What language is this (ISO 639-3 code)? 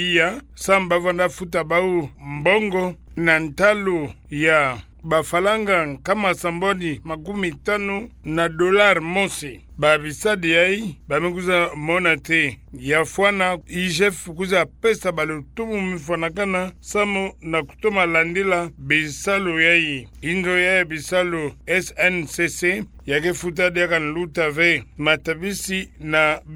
ktu